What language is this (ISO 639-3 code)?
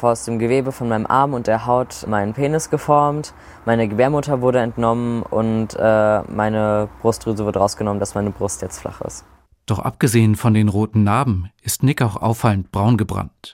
deu